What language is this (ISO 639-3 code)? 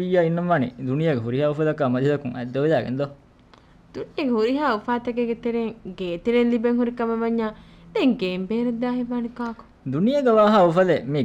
div